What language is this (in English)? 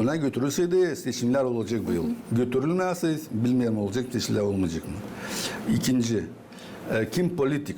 Gagauz